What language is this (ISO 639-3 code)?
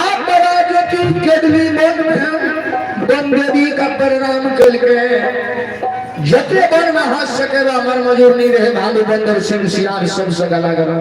mai